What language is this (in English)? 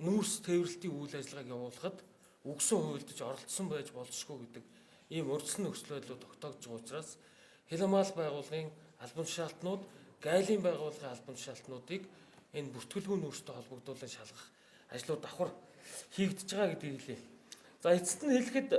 Mongolian